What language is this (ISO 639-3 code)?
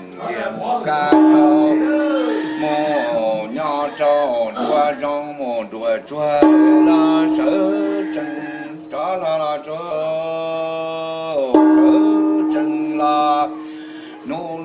hmn